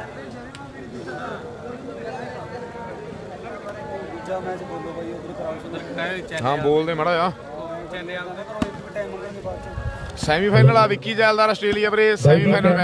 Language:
Punjabi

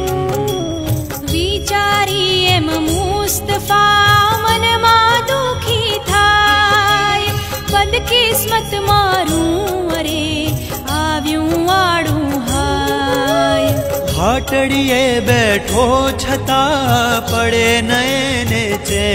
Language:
Gujarati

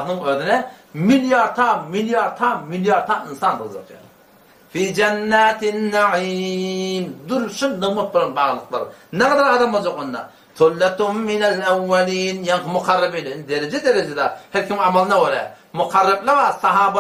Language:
Turkmen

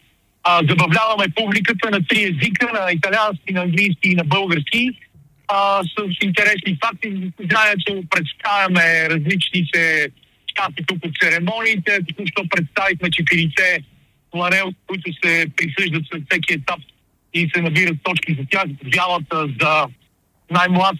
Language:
Bulgarian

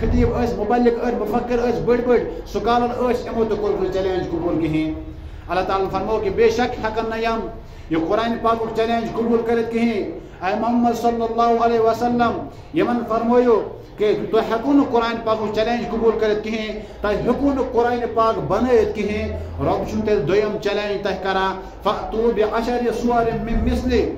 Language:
Kashmiri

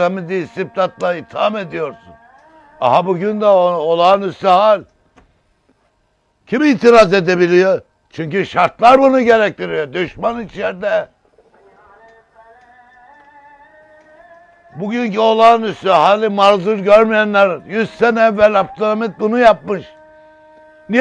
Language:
Turkish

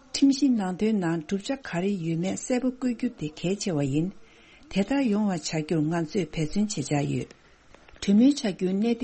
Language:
Tibetan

